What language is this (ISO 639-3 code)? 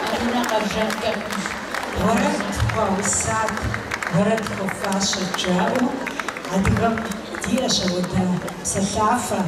kbd